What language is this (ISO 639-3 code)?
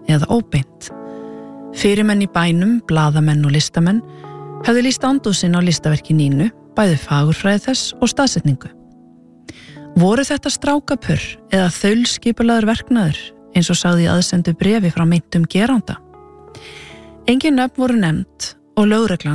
isl